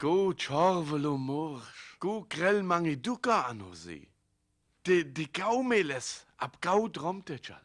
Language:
Sinte Romani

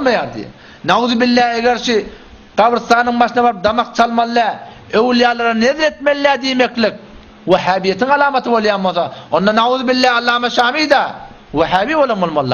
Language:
Turkmen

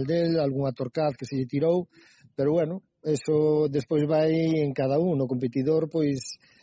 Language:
Galician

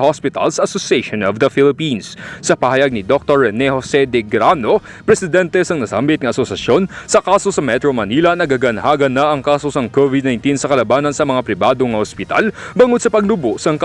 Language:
Hiligaynon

